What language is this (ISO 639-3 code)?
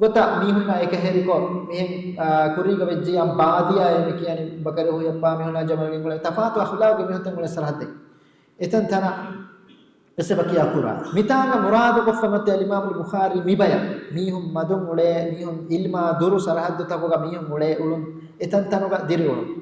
div